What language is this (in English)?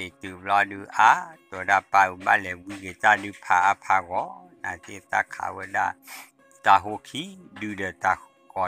S'gaw Karen